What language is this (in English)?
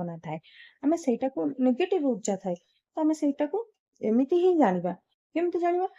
Odia